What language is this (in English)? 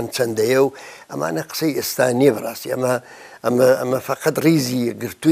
Central Kurdish